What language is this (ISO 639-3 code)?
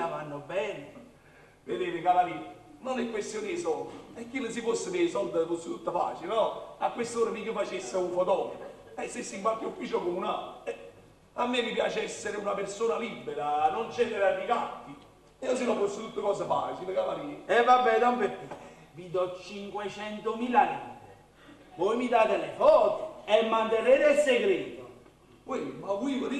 nap